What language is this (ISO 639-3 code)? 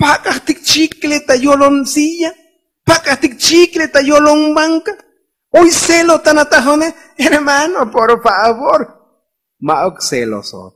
tzo